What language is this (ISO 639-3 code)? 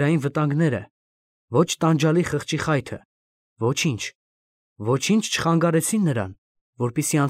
hye